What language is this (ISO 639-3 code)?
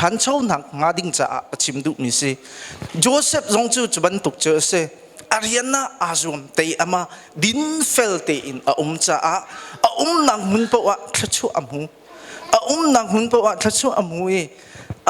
cnh